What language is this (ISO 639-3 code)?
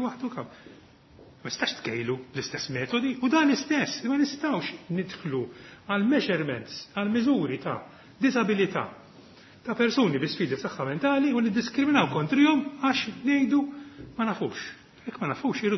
mlt